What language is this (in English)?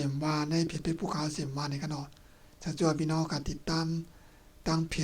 Shan